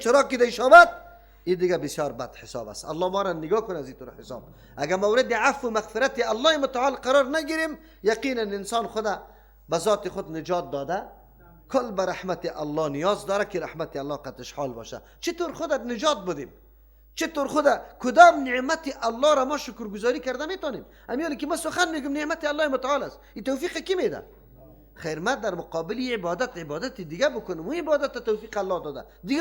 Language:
Persian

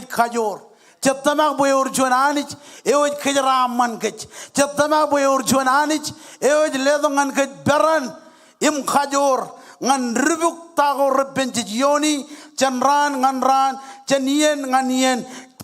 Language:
Marshallese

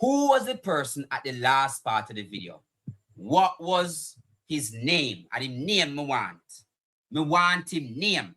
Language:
Jamaican Creole English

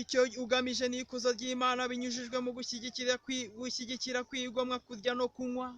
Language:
Kinyarwanda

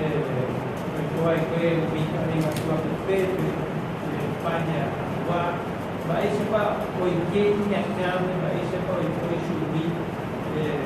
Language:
Guarani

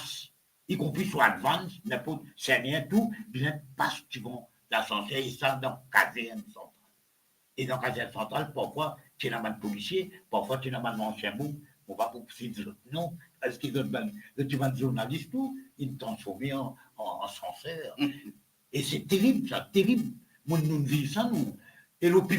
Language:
Morisyen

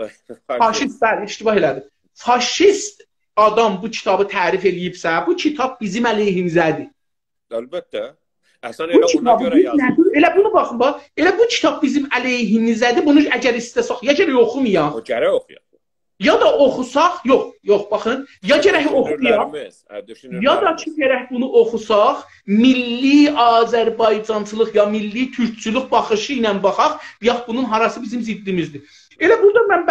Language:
South Azerbaijani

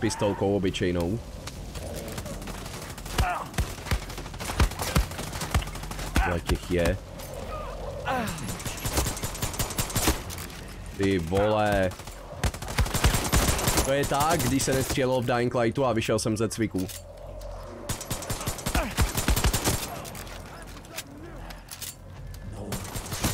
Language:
Czech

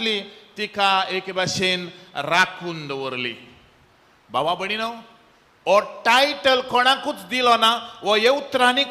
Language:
Konkani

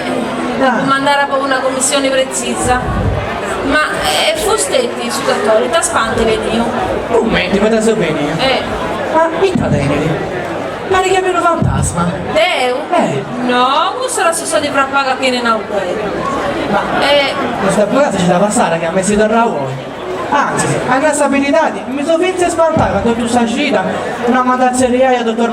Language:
Sardinian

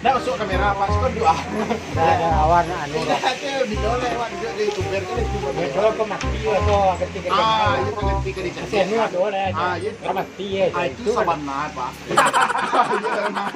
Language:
Minangkabau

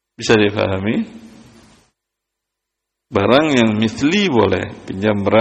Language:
Indonesian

